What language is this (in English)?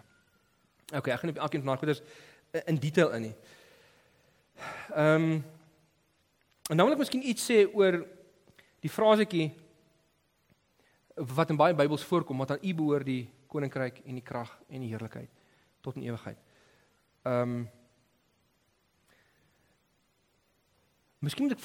Afrikaans